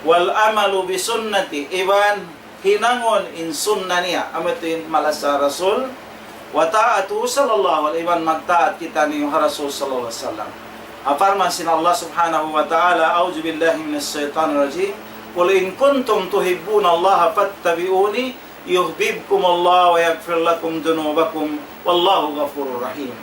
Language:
Tausug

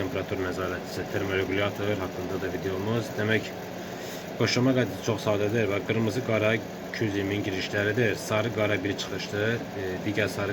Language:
Azerbaijani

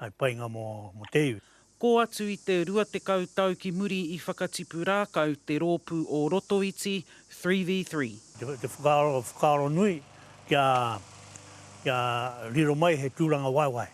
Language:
Māori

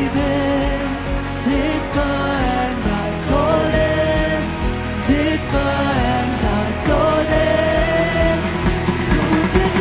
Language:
Plautdietsch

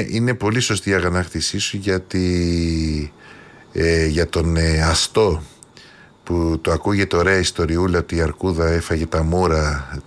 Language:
Greek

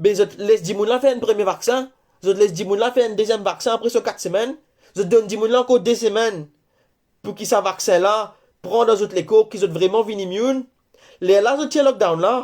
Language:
Morisyen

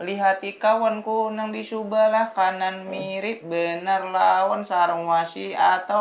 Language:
Banjar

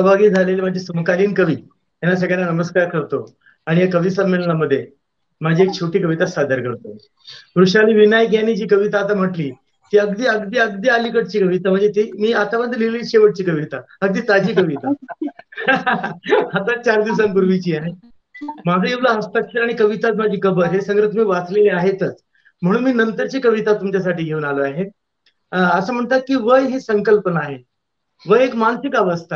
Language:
Marathi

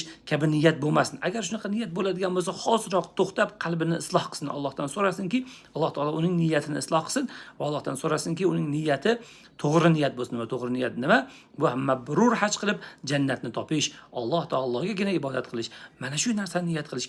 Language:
Uzbek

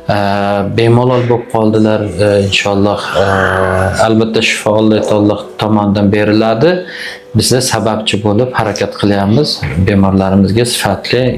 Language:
Uzbek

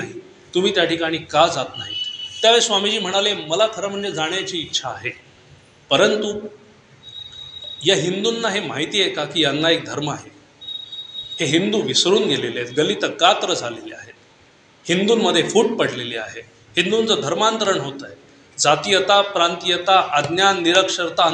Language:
Marathi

